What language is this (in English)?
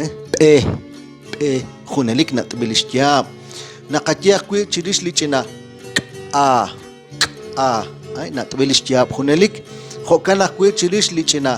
Kekchí